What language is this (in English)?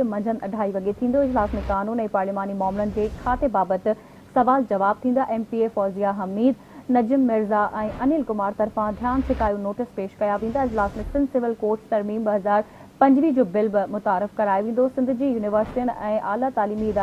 Sindhi